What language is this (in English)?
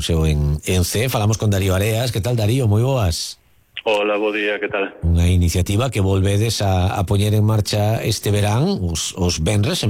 Galician